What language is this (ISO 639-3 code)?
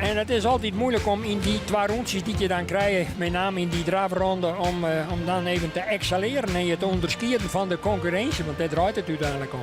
fry